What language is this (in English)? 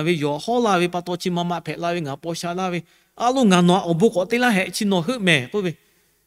Lahu